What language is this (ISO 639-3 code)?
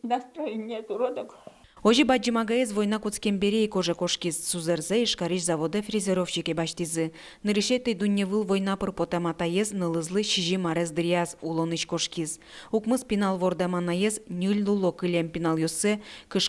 udm